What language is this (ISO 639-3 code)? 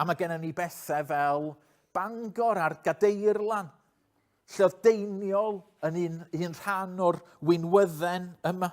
cym